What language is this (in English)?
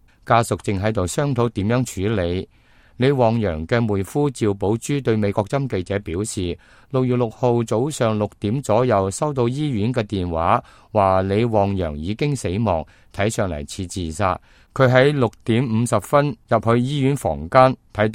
Cantonese